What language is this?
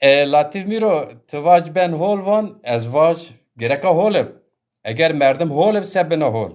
Zaza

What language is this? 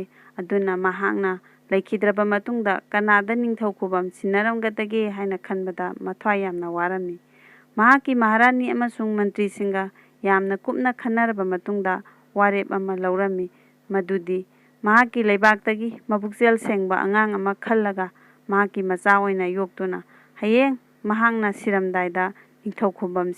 Manipuri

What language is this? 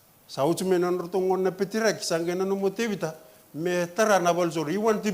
Fijian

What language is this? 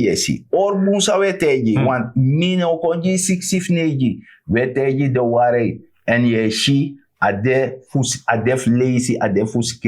Sranan Tongo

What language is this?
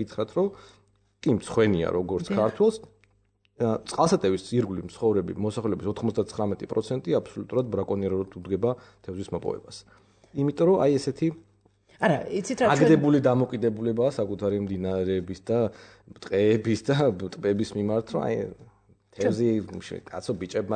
Georgian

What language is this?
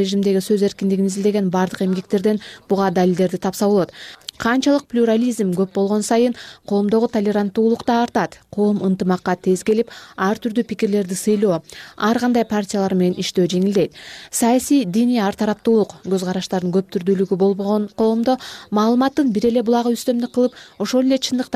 Kyrgyz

